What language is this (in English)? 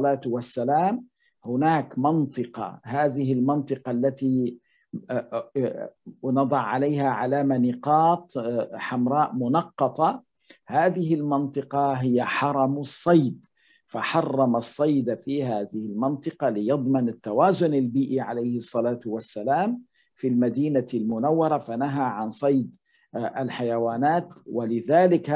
Arabic